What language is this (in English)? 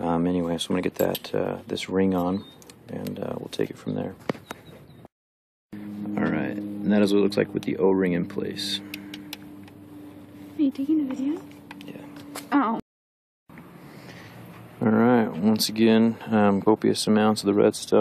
English